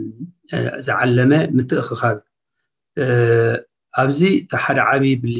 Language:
Tigrinya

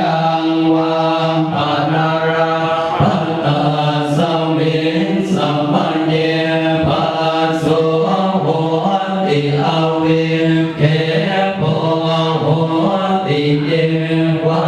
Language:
Pali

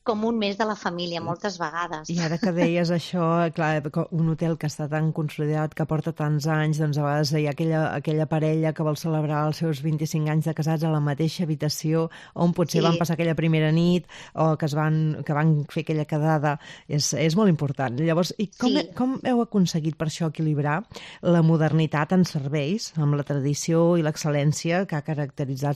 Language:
Catalan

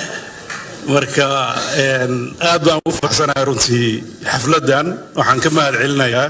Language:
Somali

